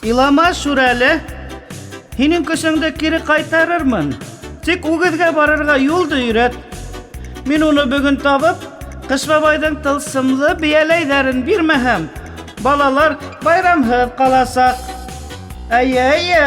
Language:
Bashkir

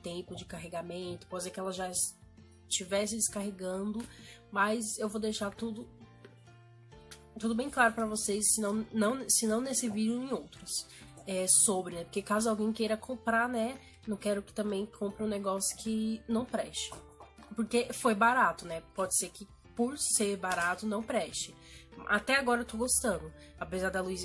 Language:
Portuguese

